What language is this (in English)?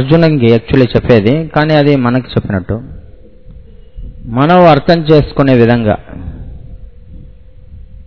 Telugu